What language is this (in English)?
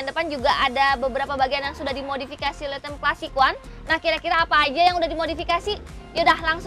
Indonesian